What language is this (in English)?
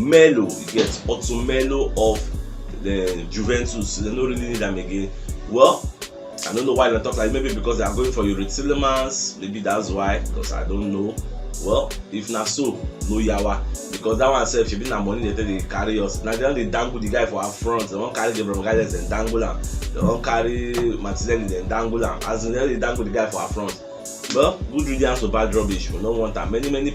Nigerian Pidgin